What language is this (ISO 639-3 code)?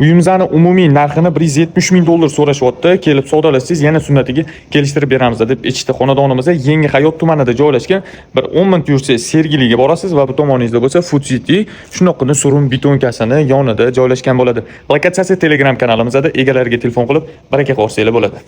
uzb